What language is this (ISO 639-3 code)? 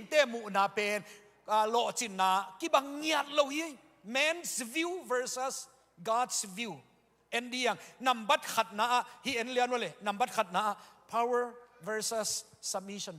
ctd